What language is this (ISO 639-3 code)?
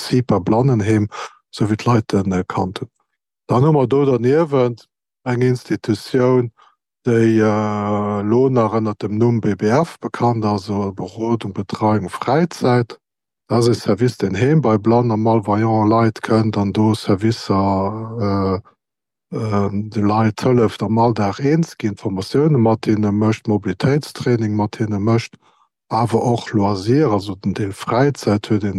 ltz